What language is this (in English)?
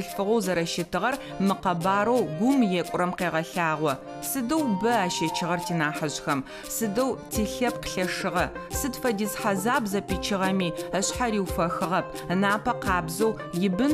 Adyghe